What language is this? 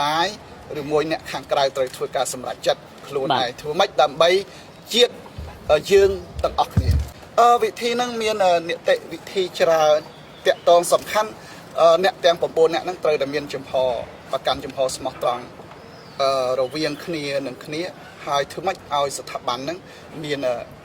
Khmer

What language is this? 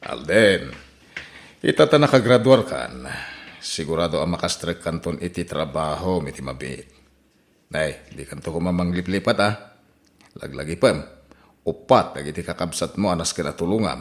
Iloko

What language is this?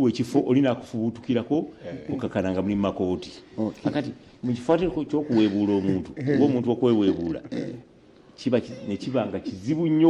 Ganda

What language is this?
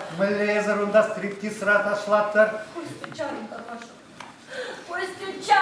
Chuvash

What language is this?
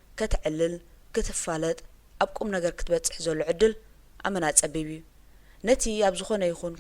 Tigrinya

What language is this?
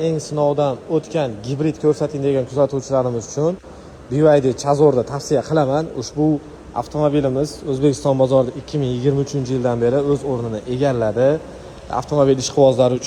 Uzbek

